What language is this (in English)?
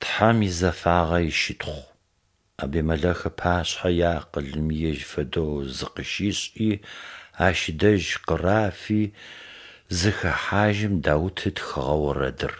Adyghe